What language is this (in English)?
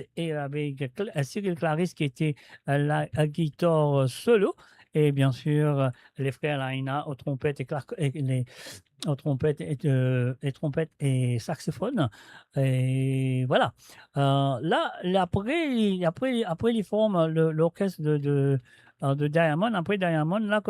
Morisyen